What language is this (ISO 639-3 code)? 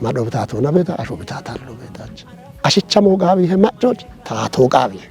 kbr